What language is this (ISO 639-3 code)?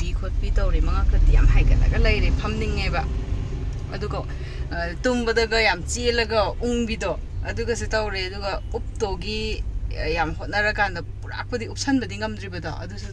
mni